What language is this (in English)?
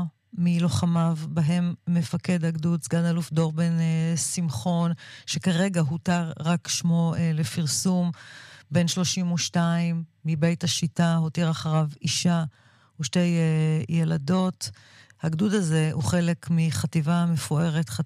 Hebrew